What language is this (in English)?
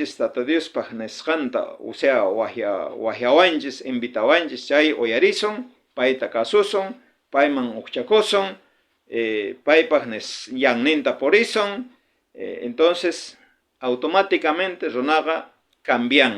South Bolivian Quechua